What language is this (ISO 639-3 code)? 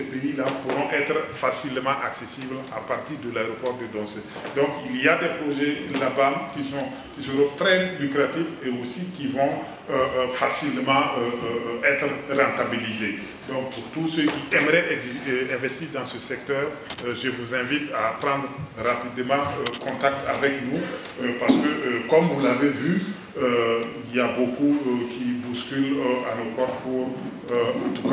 fra